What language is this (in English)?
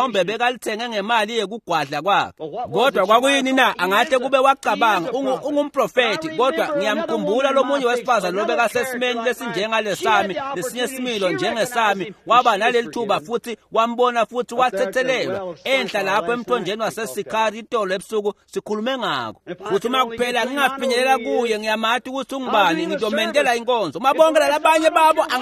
Swati